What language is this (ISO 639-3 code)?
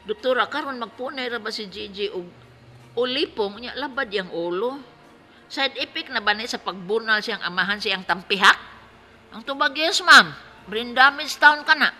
ceb